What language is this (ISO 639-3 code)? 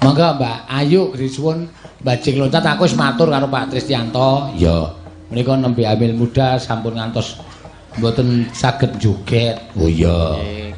jav